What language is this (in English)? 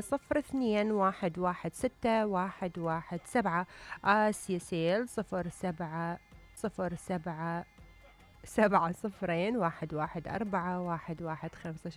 Mesopotamian Arabic